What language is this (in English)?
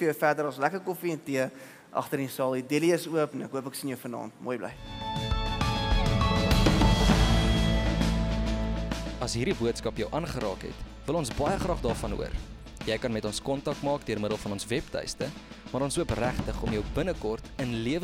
Afrikaans